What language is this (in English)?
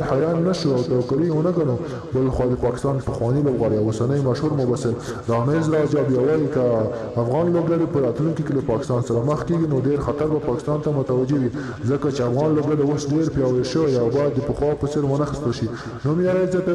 Pashto